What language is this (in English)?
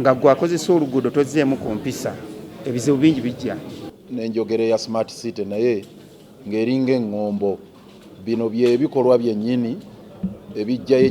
Ganda